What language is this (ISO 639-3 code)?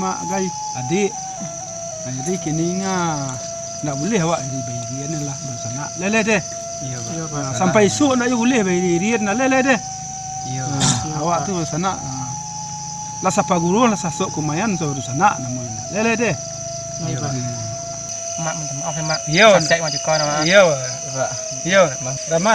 min